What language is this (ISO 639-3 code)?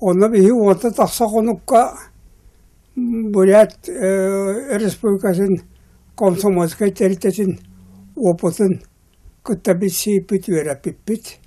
sah